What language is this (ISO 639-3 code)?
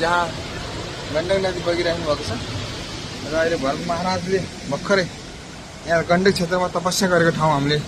nep